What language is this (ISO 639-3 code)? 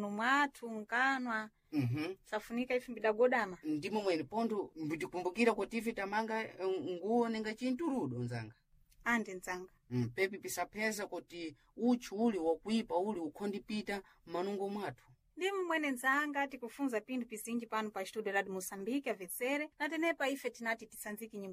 seh